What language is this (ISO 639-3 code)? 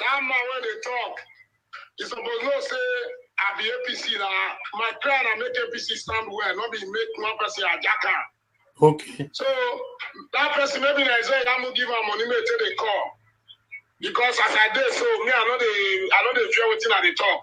pcm